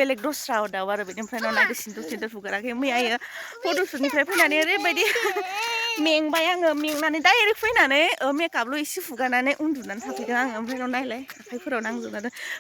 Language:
Bodo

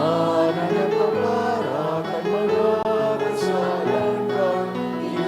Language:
Bikol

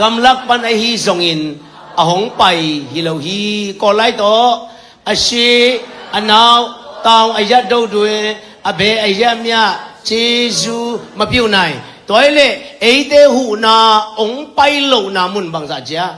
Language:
Tedim Chin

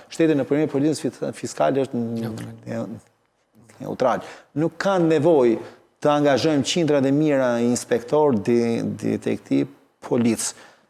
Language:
Albanian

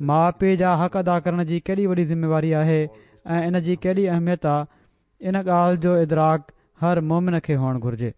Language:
Sindhi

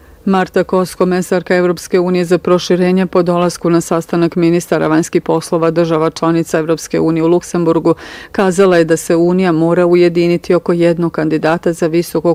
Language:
Bosnian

